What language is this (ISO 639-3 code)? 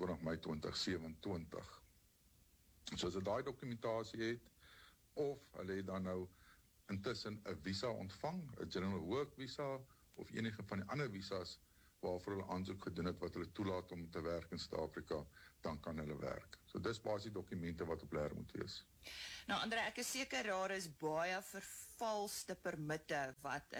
afr